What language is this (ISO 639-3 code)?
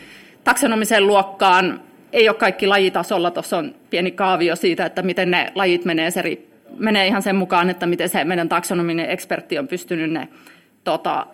fin